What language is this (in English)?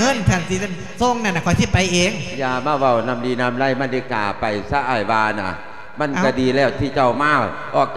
Lao